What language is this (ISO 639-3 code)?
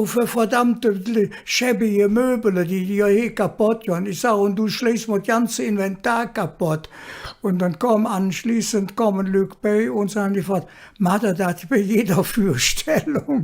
ksh